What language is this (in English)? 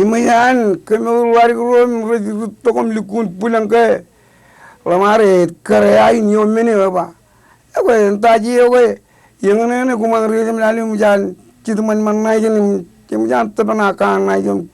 Marshallese